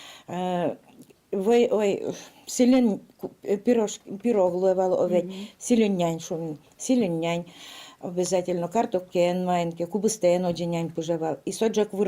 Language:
Udmurt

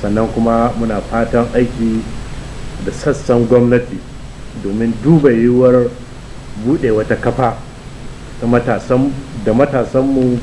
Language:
Hausa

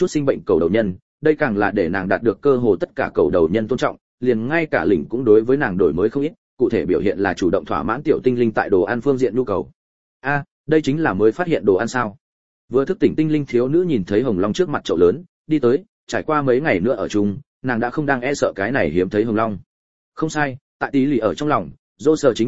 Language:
Vietnamese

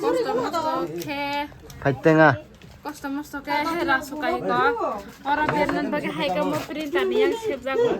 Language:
Kok Borok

